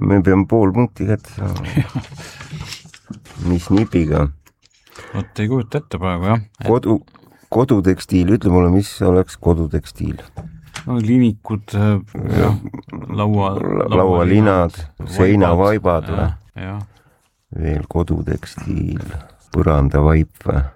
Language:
Estonian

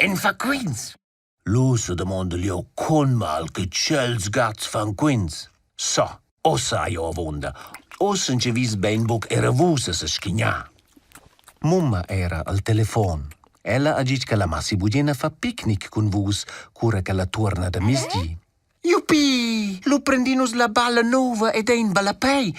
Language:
Romansh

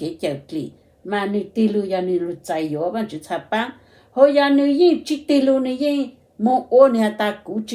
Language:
Hmong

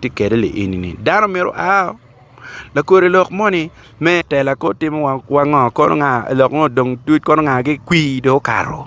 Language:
Acoli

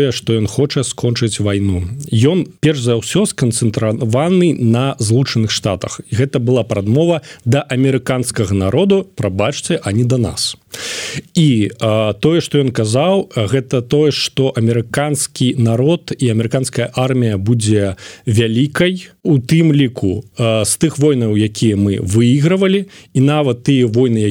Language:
Belarusian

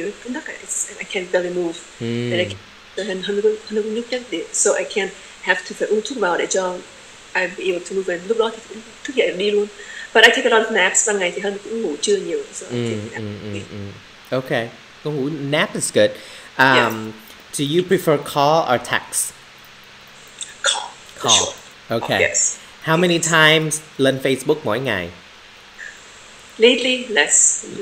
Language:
Vietnamese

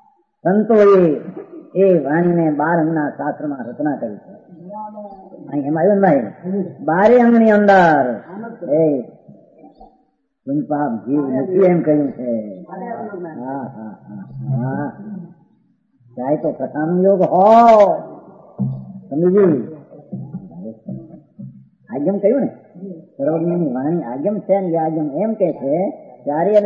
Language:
Gujarati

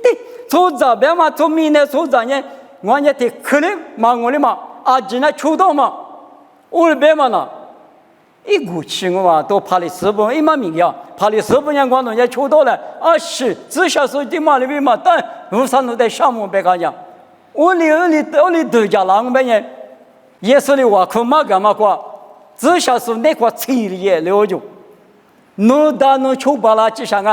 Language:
Lisu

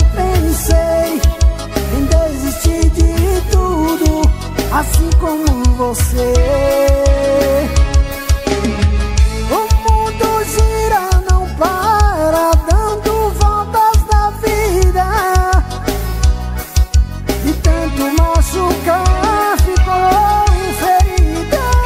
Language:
Portuguese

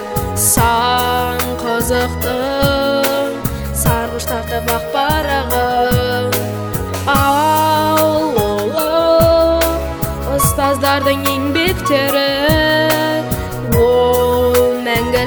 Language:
Kazakh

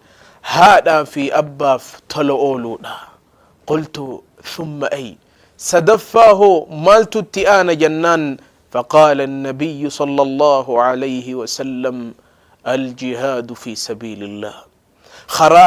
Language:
Oromo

